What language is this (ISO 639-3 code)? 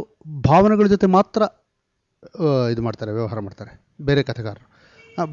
kan